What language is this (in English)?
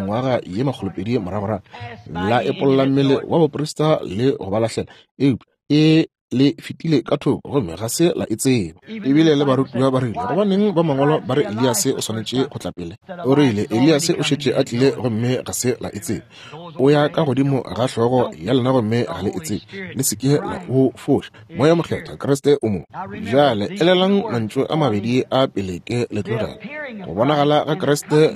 Northern Sotho